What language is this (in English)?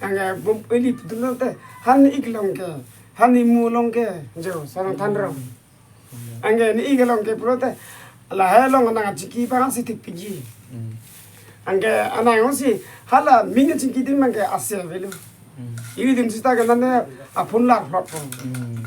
Karbi